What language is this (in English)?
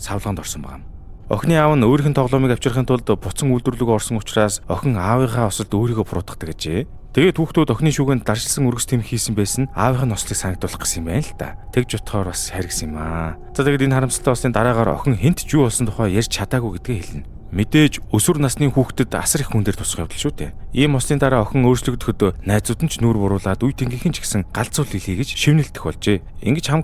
Mongolian